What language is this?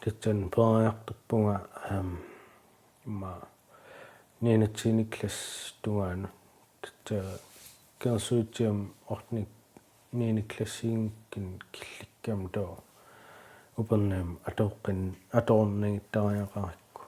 Kalaallisut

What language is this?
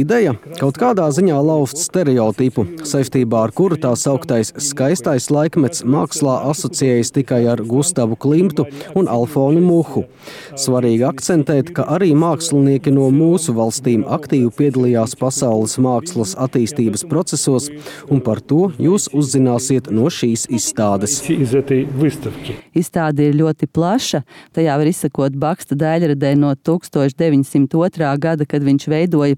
Latvian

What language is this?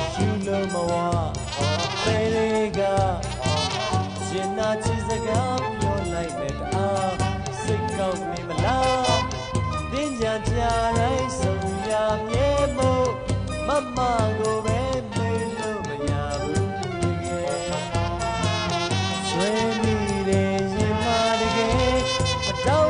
Burmese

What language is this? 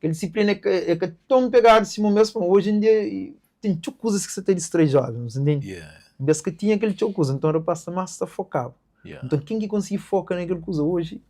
Kabuverdianu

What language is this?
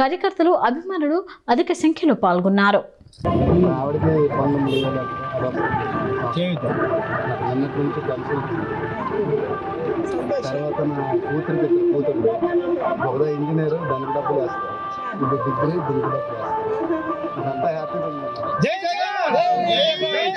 Telugu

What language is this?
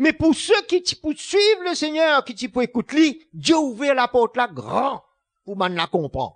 Morisyen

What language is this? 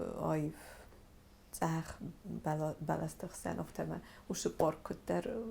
Ossetic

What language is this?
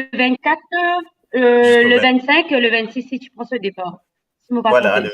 Morisyen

